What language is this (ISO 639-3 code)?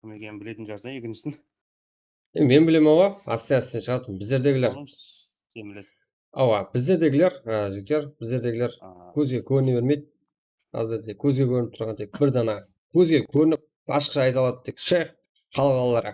kaa